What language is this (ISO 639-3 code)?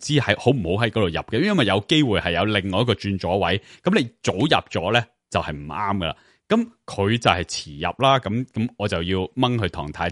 yue